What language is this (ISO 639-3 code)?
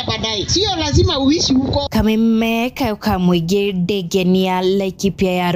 kik